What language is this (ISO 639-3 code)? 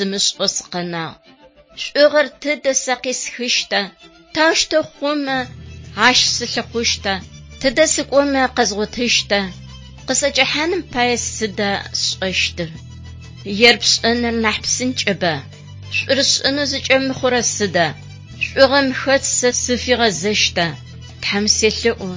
ady